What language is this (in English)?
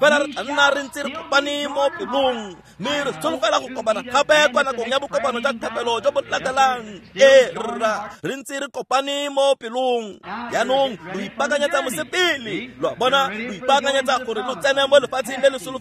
Tswana